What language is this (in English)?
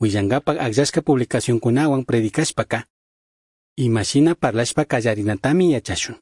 Chimborazo Highland Quichua